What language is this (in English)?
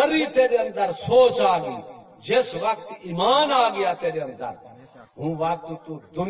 Saraiki